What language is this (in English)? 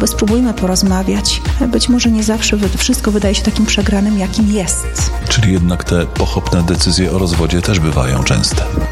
Polish